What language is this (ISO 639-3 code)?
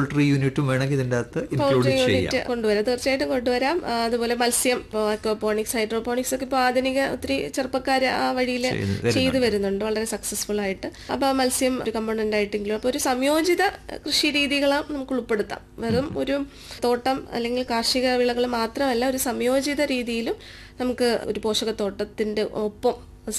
mal